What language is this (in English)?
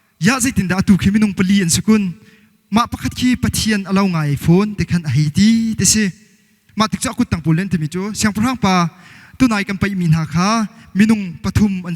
Hakha Chin